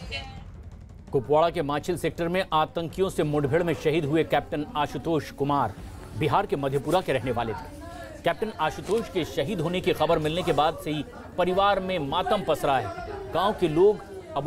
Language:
Hindi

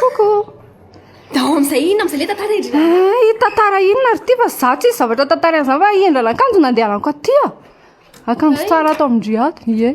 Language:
Malagasy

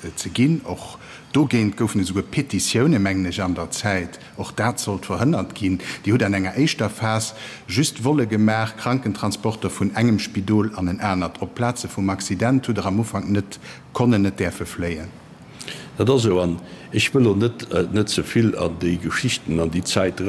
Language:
Luxembourgish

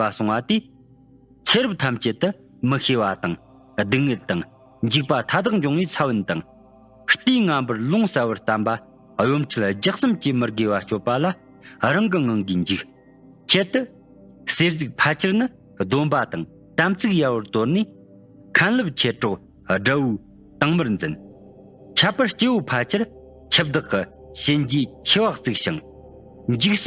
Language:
Tibetan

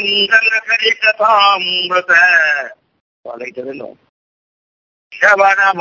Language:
Kannada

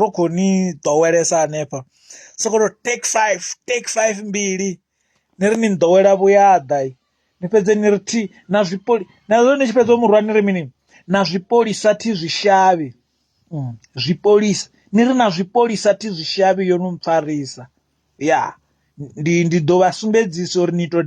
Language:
Venda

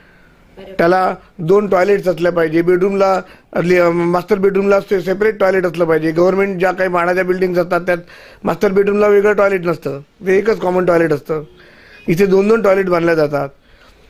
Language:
Marathi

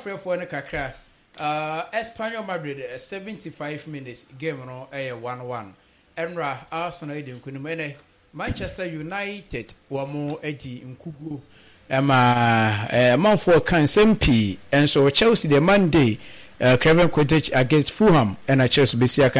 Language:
Akan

